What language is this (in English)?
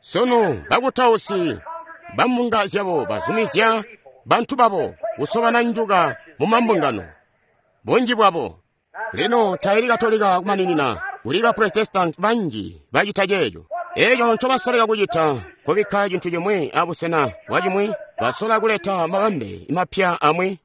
Tonga (Zambia)